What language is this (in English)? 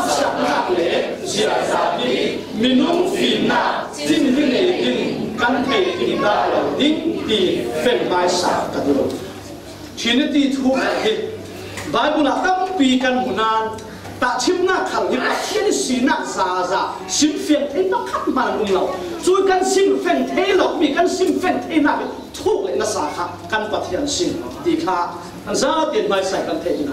Falam Chin